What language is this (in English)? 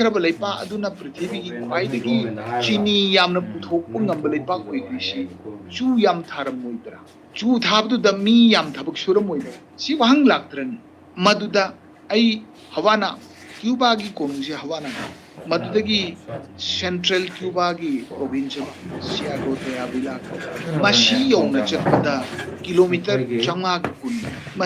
Manipuri